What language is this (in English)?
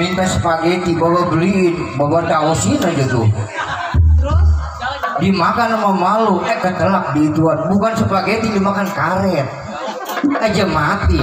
Betawi